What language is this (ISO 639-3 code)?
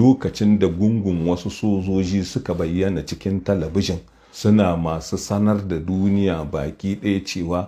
hau